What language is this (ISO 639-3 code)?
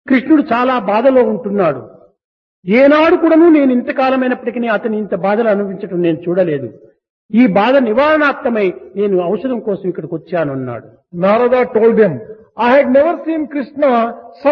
tel